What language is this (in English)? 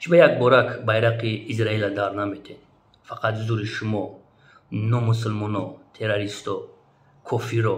Tajik